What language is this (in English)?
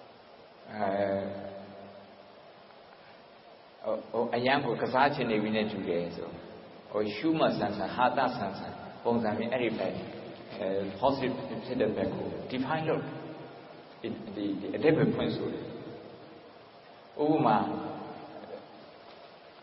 Burmese